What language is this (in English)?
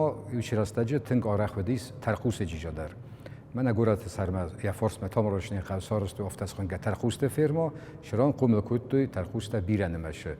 Ossetic